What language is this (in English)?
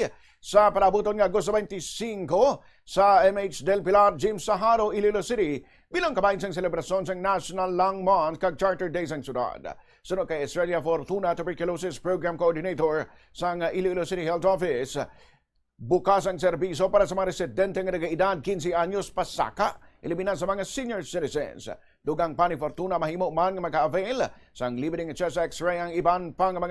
Hiligaynon